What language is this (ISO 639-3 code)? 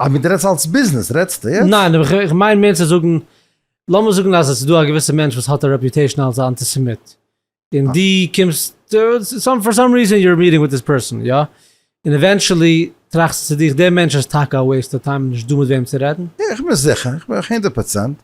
yid